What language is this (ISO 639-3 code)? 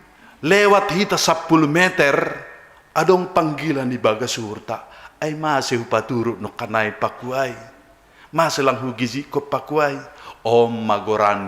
bts